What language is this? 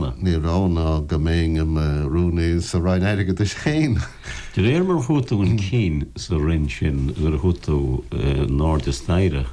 Irish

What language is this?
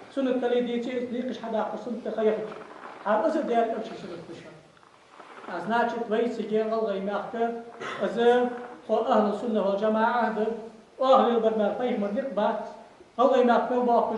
Ingush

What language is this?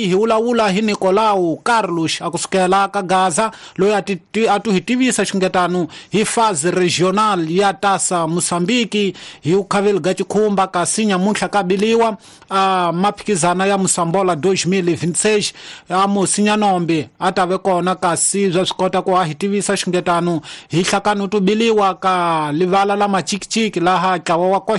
Tsonga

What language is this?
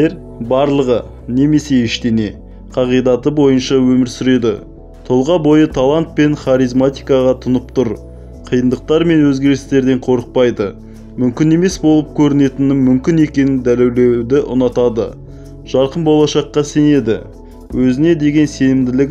Kazakh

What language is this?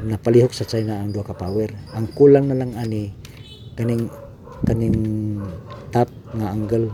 Cebuano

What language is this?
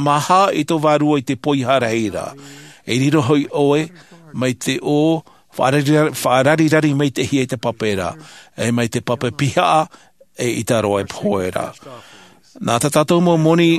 Tahitian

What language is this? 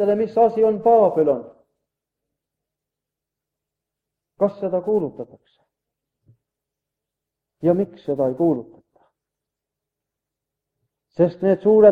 Estonian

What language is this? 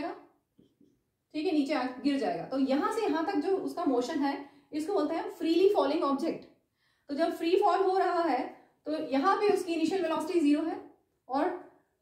Hindi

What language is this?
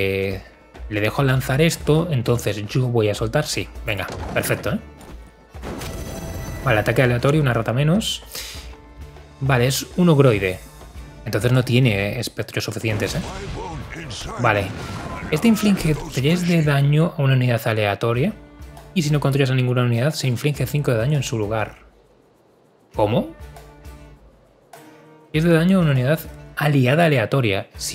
Spanish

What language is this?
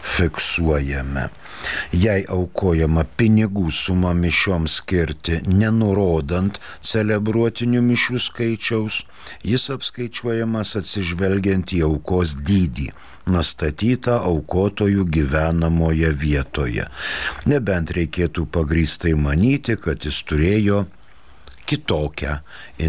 Lithuanian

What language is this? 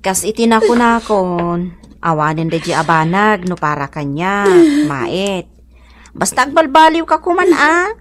Iloko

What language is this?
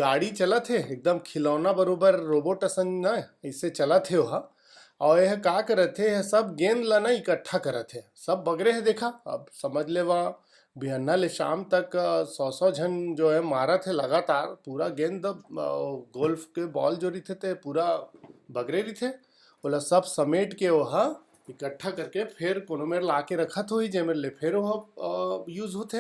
Chhattisgarhi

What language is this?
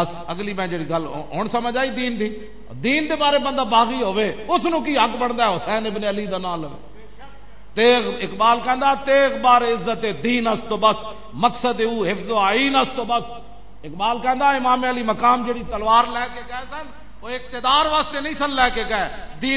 Western Panjabi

